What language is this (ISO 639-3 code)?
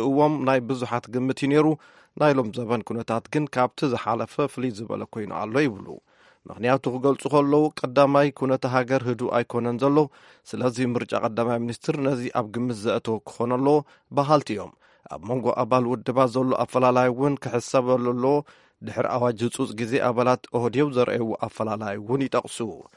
tir